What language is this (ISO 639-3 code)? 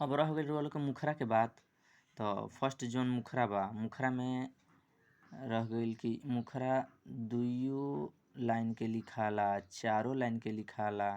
bho